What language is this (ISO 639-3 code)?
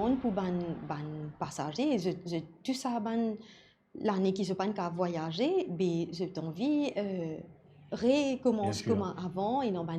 mfe